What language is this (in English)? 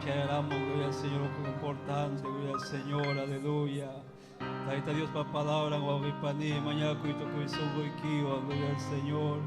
Ayacucho Quechua